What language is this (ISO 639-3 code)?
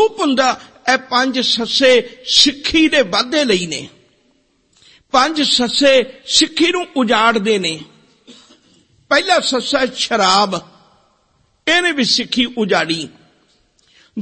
pan